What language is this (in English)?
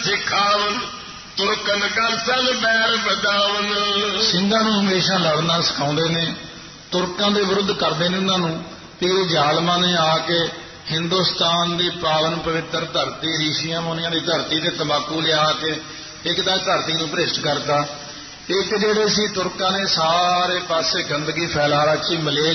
Punjabi